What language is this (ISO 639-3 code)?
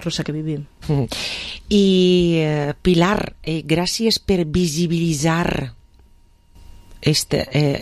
cat